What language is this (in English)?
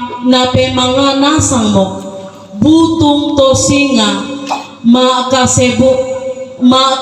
Toraja-Sa'dan